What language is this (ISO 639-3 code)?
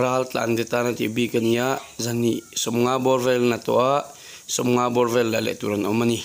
lus